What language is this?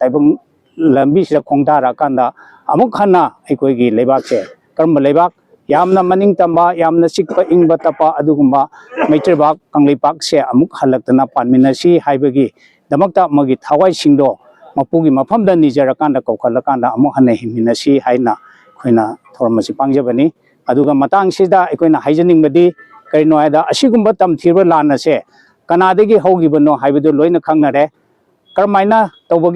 Manipuri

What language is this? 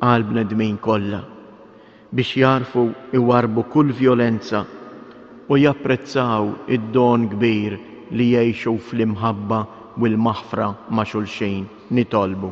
Maltese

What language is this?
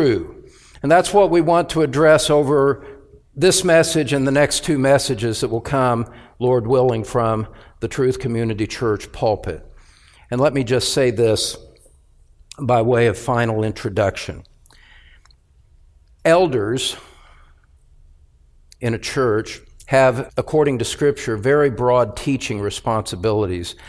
English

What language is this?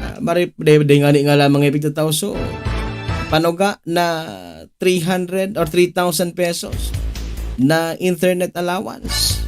Bikol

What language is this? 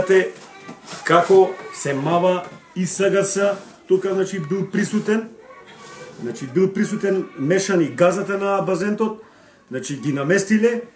Macedonian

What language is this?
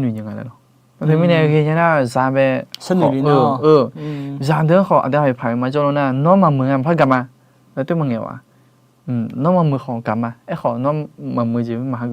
Akha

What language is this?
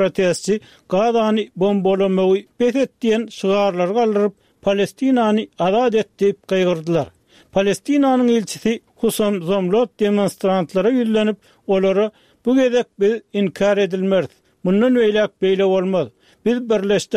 Turkmen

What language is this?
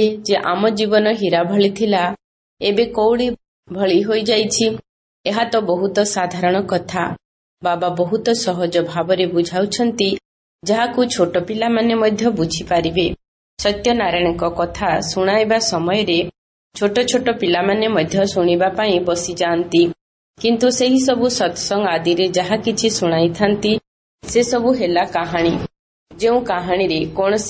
Odia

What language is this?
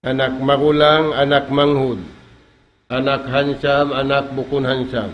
Tausug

